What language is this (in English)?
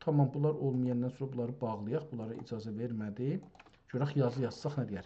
South Azerbaijani